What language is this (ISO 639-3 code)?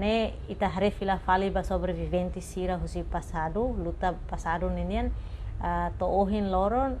tet